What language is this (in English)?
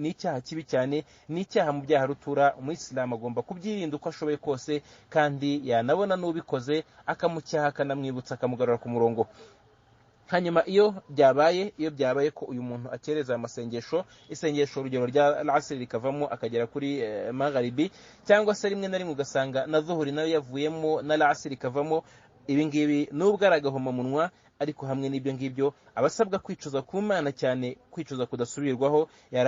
Kinyarwanda